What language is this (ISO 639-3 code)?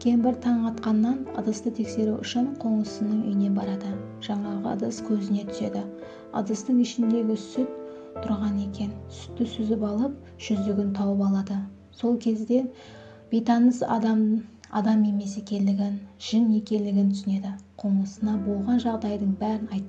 kaa